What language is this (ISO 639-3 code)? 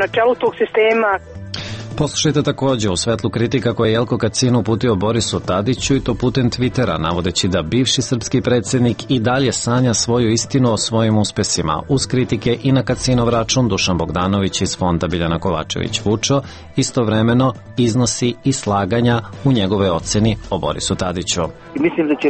srp